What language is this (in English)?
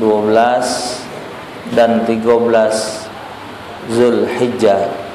Musi